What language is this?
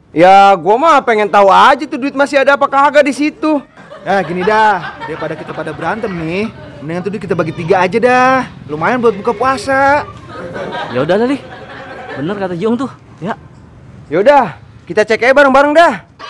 Betawi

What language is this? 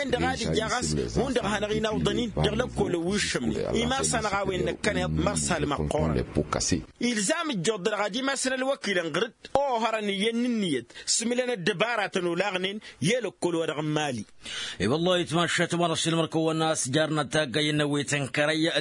Tamasheq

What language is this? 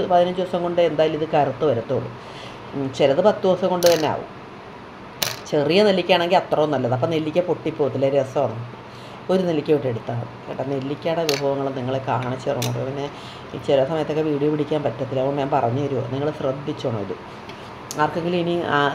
Malayalam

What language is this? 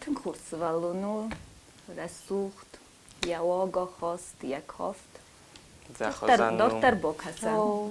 Ossetic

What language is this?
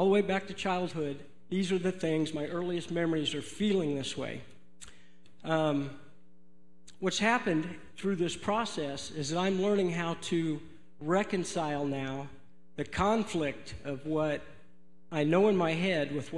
English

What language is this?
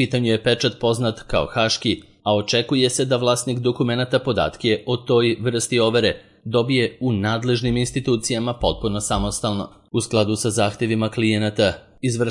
Serbian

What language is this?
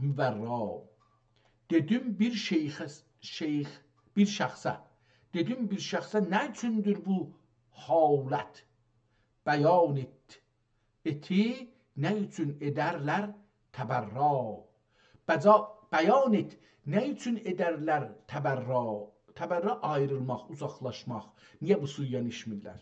South Azerbaijani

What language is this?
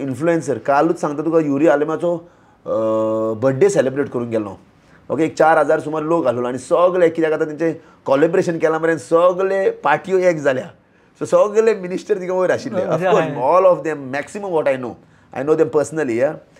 Konkani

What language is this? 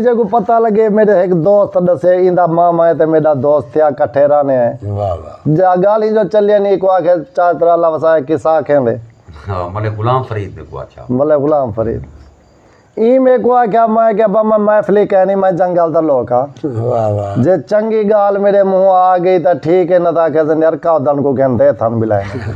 Saraiki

